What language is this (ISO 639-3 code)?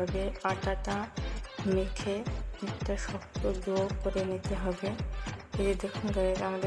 ben